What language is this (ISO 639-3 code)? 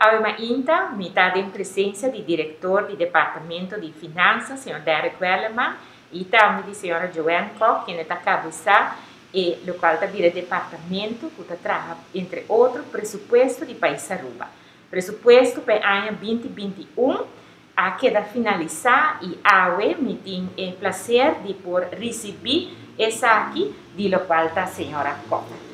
pap